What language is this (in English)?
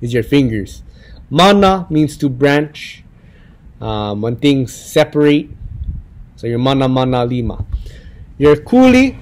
Hawaiian